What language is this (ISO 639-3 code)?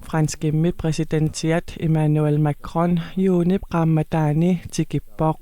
kal